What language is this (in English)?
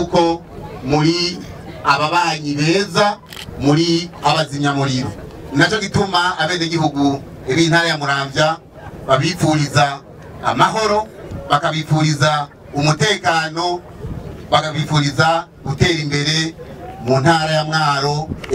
Rundi